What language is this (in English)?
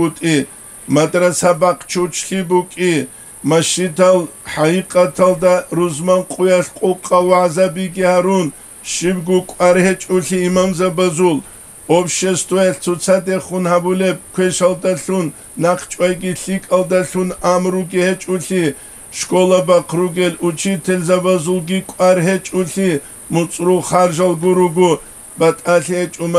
Avaric